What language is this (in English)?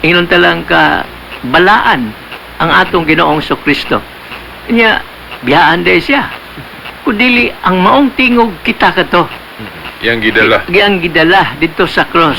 Cebuano